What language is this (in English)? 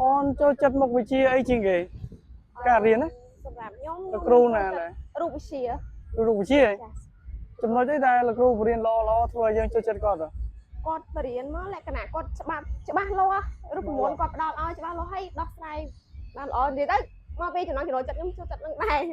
Khmer